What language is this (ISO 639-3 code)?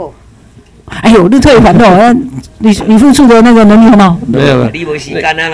zho